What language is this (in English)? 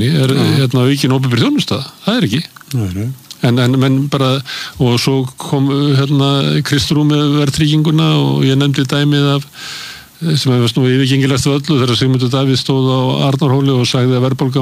Icelandic